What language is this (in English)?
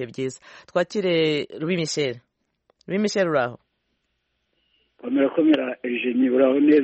Kinyarwanda